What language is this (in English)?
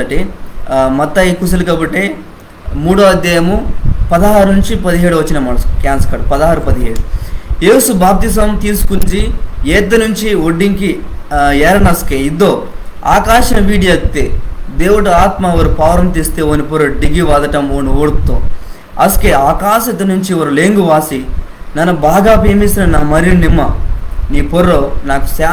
Koya